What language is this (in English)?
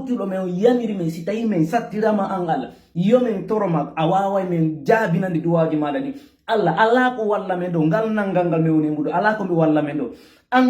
Fula